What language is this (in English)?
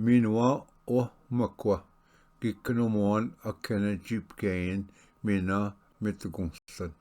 Ojibwa